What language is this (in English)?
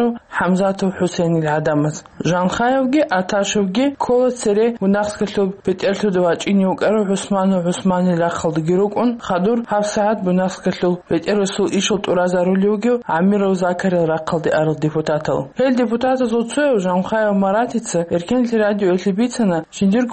Avaric